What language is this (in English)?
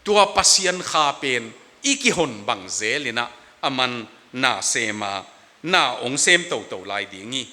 Tedim Chin